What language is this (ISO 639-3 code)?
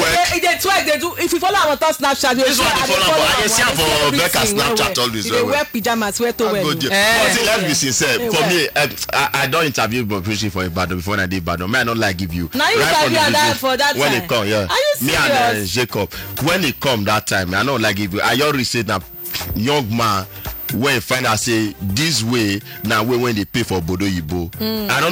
pcm